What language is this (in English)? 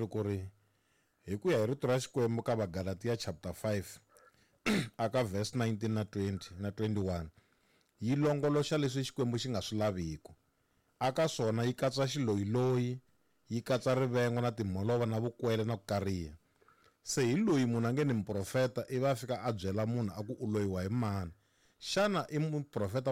Tsonga